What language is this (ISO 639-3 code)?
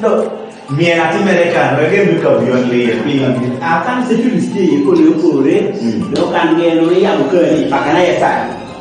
kdi